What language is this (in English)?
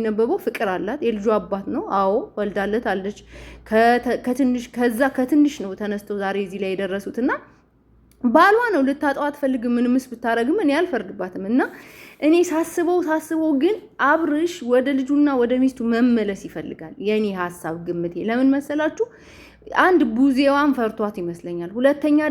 Amharic